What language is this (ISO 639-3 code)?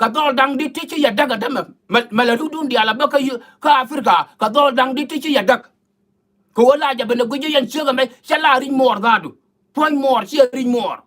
nus